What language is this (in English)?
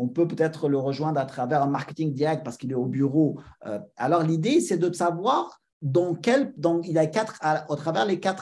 French